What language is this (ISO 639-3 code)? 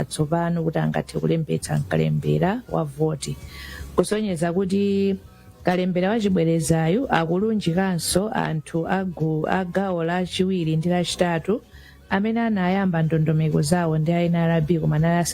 nya